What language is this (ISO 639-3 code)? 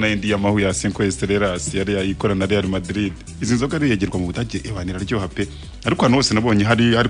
kin